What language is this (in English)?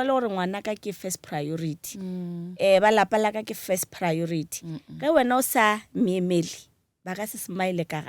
Northern Sotho